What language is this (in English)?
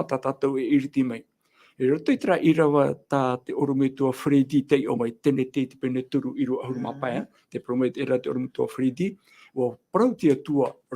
Tahitian